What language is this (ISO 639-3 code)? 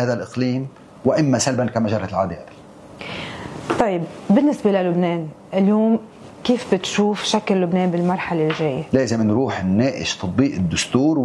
apc